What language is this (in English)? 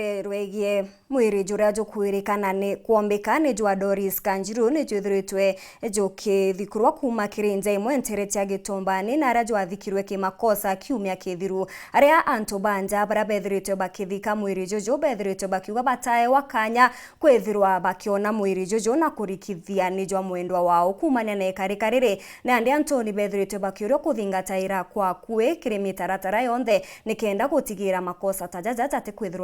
Meru